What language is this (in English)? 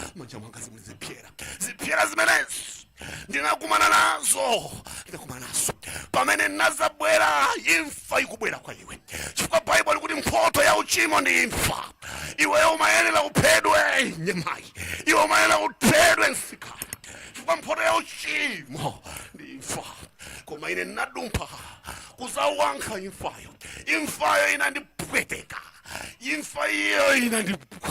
Nyanja